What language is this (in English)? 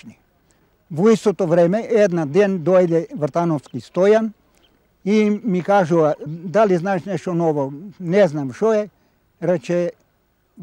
Macedonian